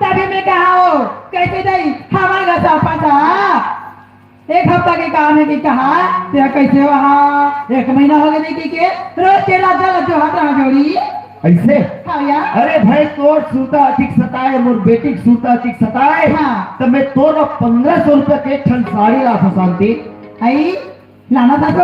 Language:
Chhattisgarhi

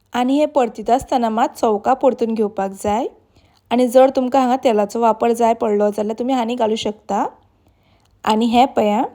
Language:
Konkani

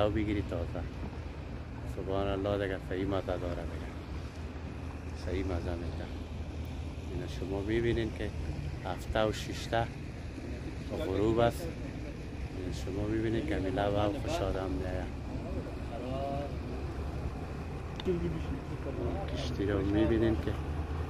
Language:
Persian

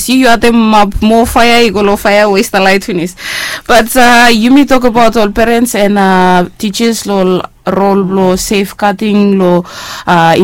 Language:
Bislama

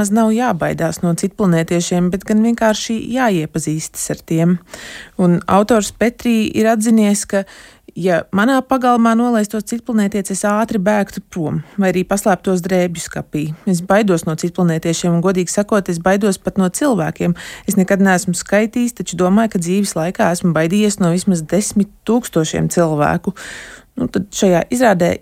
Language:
Latvian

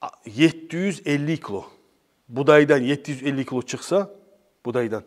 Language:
Kumyk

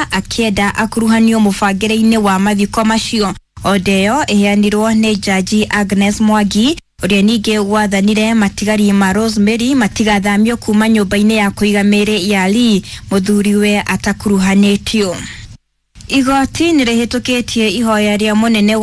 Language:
Kikuyu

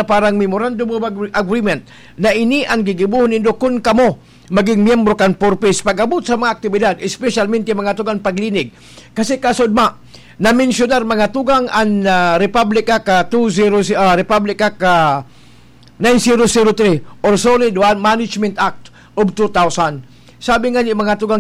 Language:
Bikol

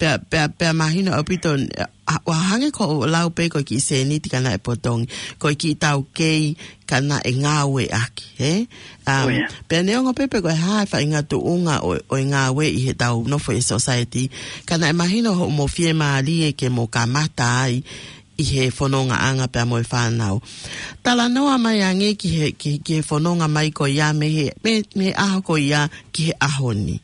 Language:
Tongan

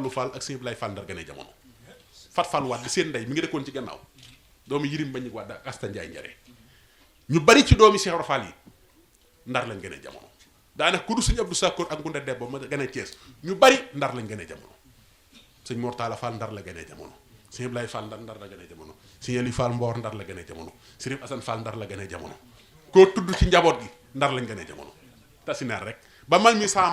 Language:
Wolof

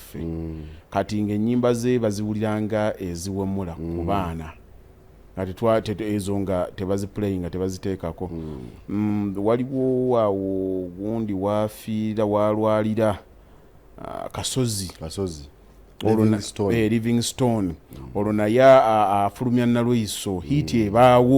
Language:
Ganda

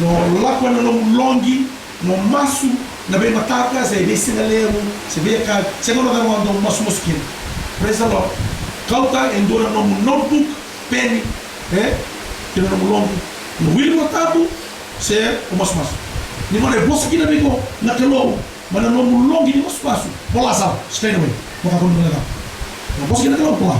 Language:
Fijian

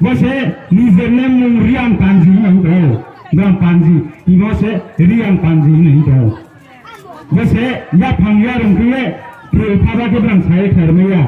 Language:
Riang (India)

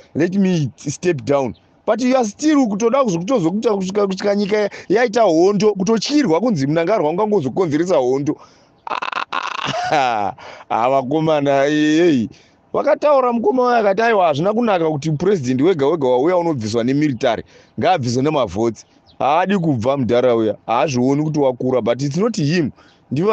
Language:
Shona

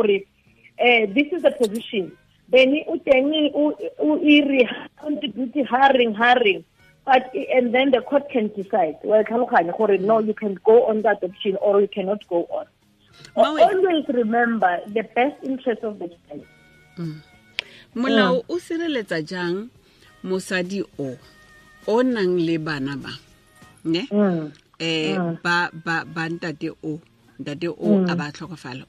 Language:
Tswana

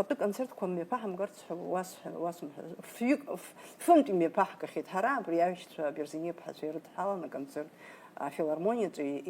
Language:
Abkhazian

